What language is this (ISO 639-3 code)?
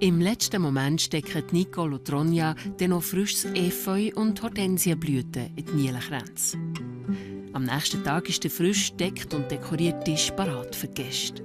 gsw